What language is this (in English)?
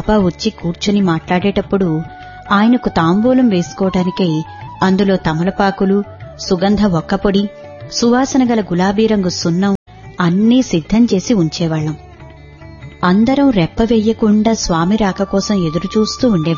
Telugu